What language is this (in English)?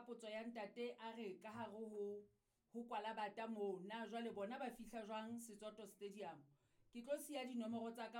Southern Sotho